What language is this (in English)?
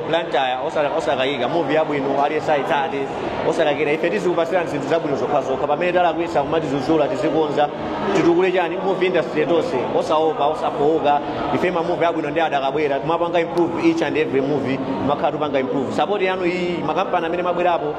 Nyanja